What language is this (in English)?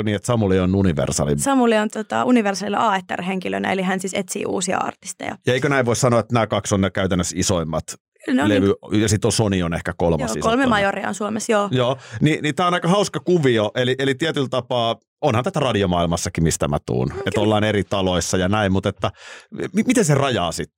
Finnish